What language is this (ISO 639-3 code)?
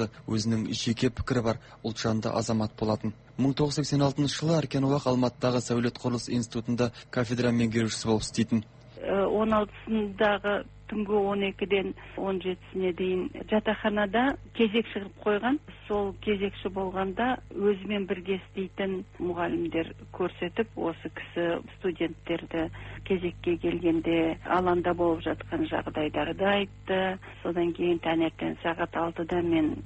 kaz